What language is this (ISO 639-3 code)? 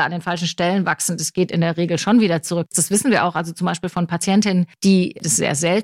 deu